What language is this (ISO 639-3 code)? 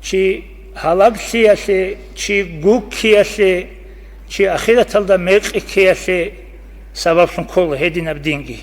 ava